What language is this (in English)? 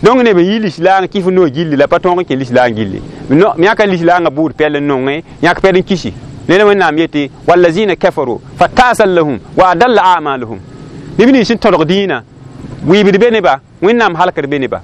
Mossi